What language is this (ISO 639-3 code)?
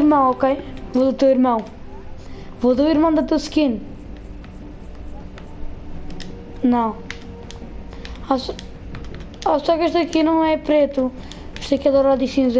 por